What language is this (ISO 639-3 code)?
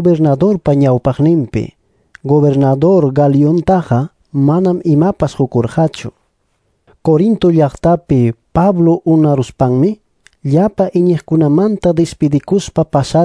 que